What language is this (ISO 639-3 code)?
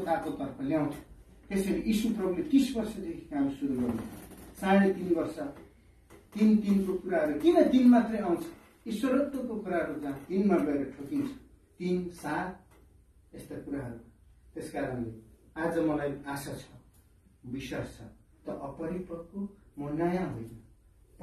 nep